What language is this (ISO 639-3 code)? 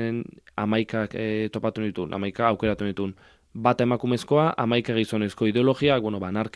eus